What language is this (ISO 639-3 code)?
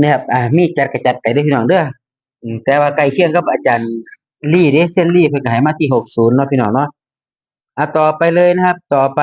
tts